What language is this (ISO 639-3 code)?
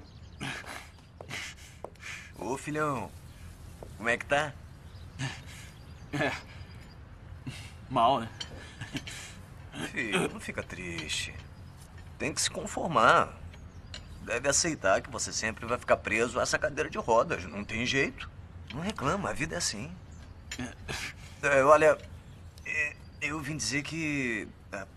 por